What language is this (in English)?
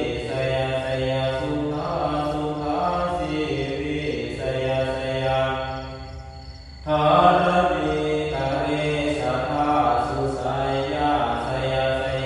Pali